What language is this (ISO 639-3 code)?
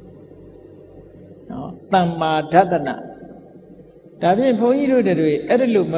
mya